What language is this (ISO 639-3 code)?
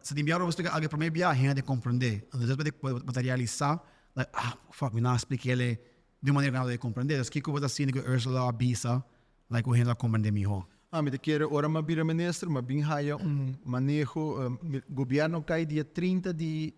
pap